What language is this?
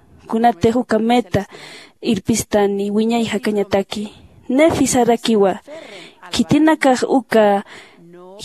Aymara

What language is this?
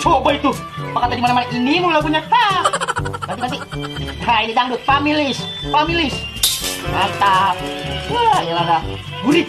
Betawi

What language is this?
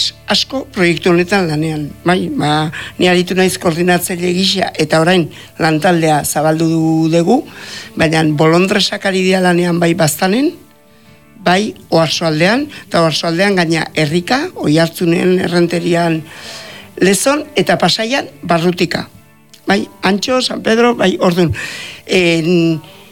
Basque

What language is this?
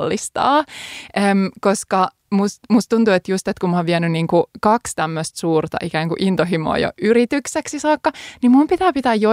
Finnish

